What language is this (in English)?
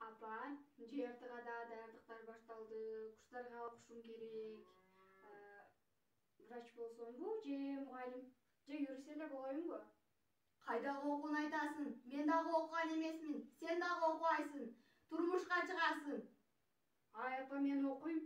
Kyrgyz